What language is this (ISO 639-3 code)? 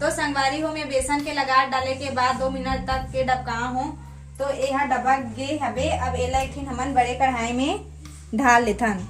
hne